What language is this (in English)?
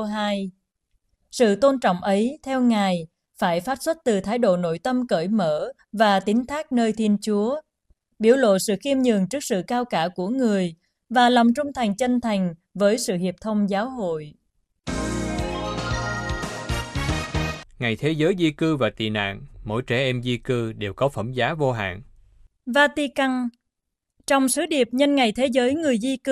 Vietnamese